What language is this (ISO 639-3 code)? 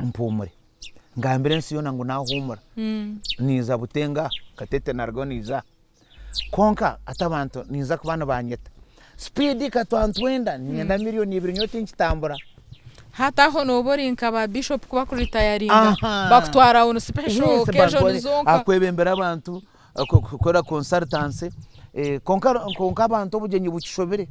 nyn